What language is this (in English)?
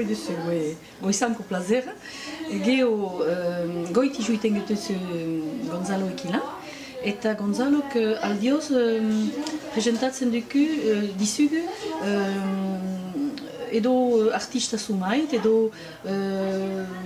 Basque